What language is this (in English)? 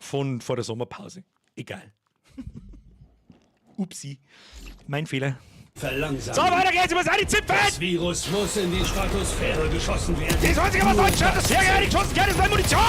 Bavarian